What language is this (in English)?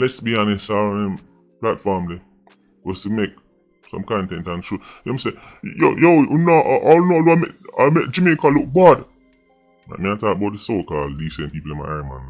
Jamaican Creole English